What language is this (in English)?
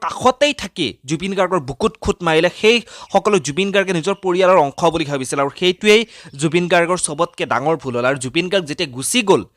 Assamese